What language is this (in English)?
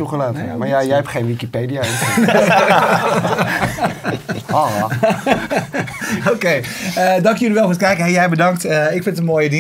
Dutch